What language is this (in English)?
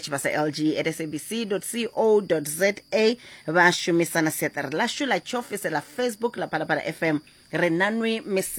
Venda